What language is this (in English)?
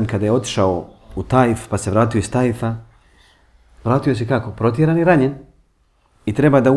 Bosnian